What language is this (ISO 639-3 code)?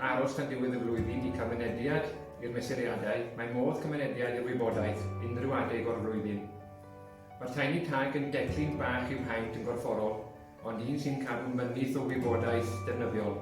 cym